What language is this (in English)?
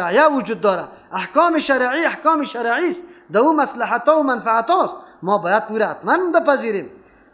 Persian